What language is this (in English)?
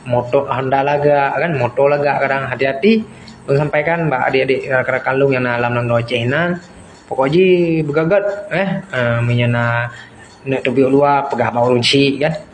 Achinese